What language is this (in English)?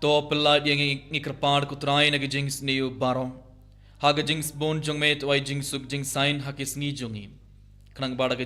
Khasi